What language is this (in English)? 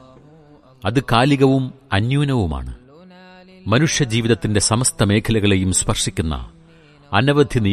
Malayalam